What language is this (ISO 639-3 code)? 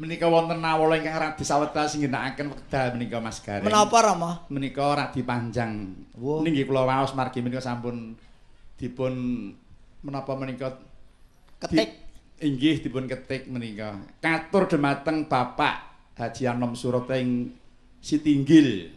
jav